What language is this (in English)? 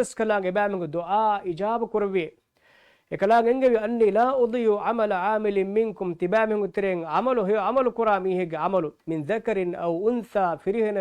Divehi